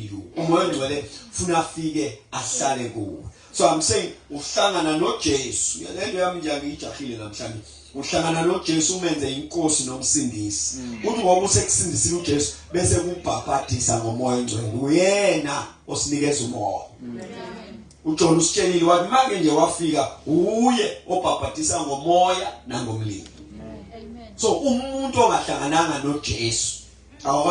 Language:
Zulu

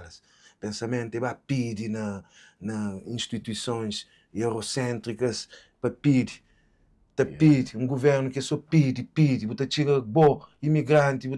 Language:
Kabuverdianu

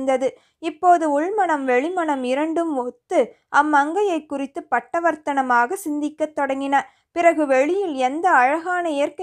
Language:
Tamil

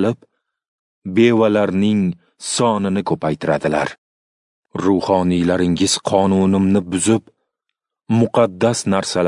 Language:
Uzbek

